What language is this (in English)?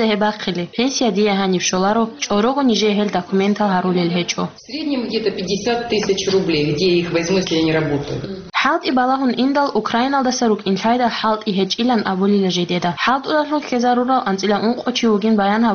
Avaric